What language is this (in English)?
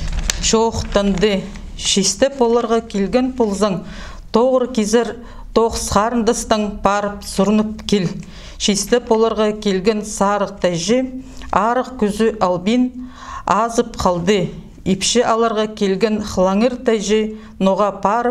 Khakas